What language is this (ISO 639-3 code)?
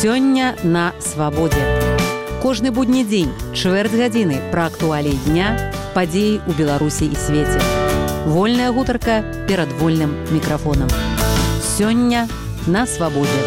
bel